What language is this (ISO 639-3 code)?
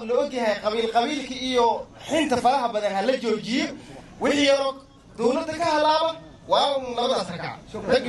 som